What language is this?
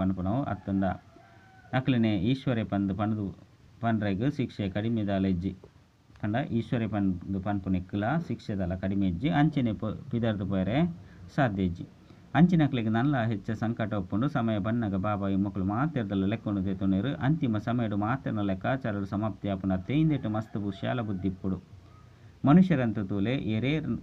Tulu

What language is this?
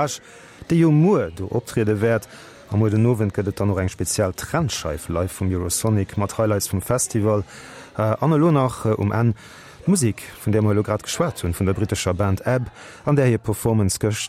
Luxembourgish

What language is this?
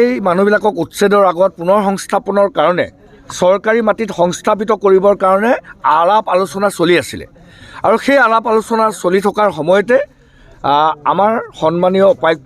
Assamese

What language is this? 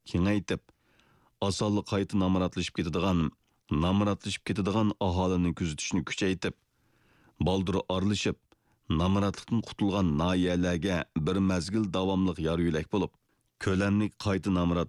Uyghur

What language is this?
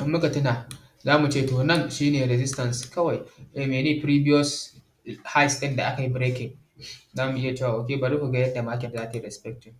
Hausa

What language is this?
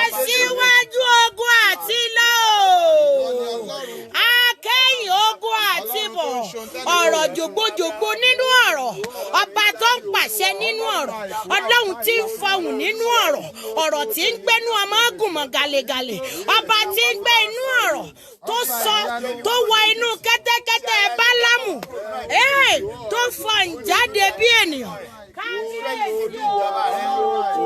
Yoruba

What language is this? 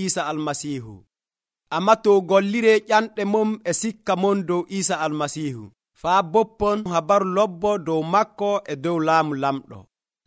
Nigerian Fulfulde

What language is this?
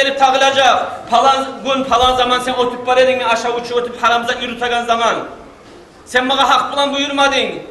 Kumyk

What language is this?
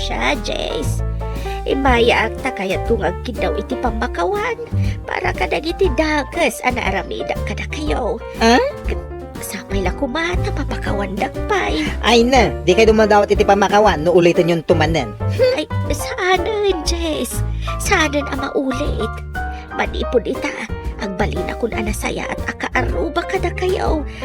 Iloko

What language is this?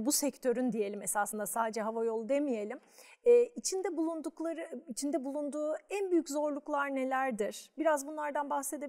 Turkish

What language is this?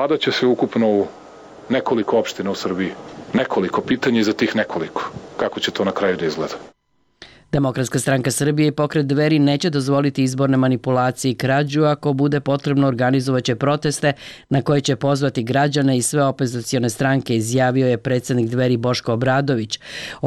Serbian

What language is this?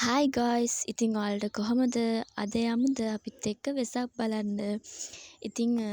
Sinhala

